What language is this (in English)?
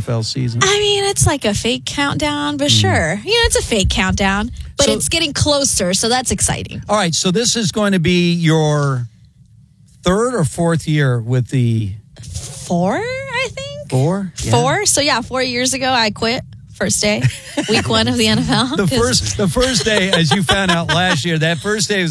English